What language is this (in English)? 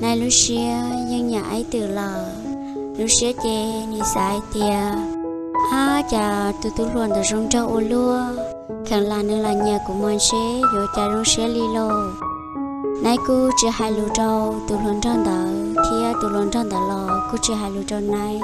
Hmong